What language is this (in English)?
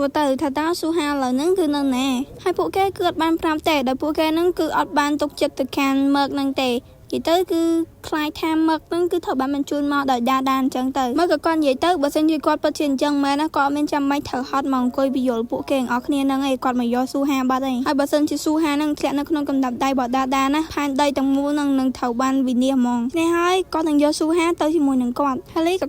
Khmer